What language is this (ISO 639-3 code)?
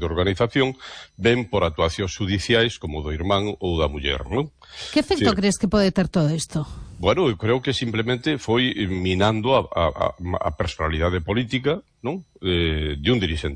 glg